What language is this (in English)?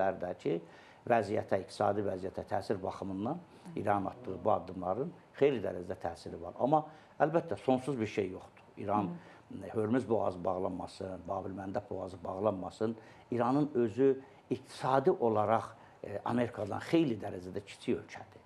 Azerbaijani